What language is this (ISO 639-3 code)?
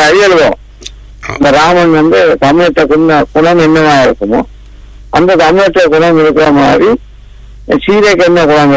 tam